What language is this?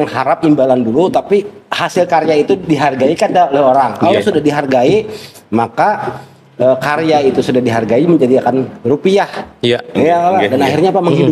Banjar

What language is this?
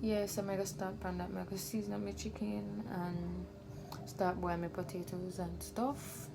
Jamaican Creole English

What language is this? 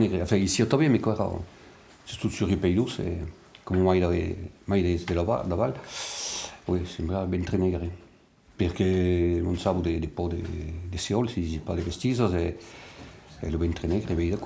Occitan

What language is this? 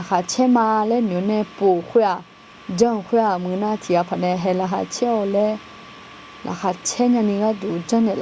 Akha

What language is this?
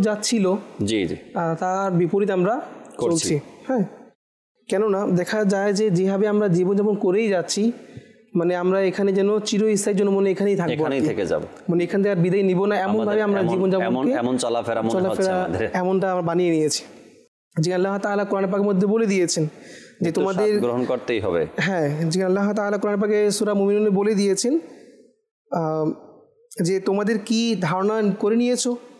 Bangla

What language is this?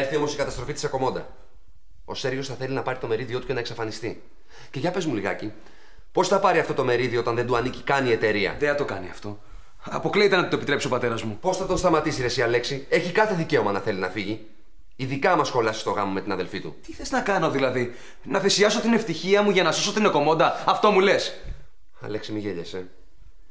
Greek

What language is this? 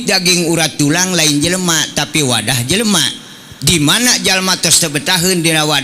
Sundanese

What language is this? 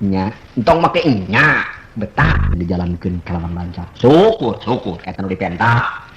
Sundanese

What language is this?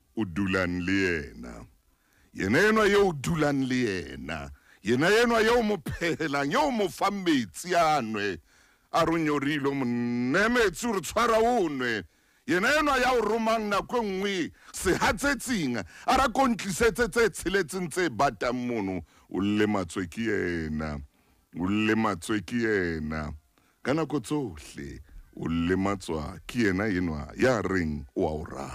Southern Sotho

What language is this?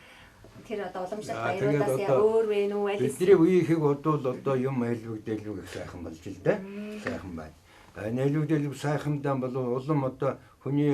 Mongolian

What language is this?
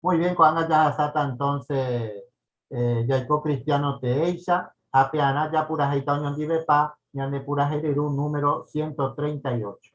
Guarani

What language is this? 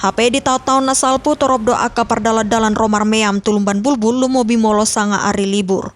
Batak Toba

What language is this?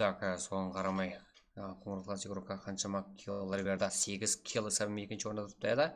Kara-Kalpak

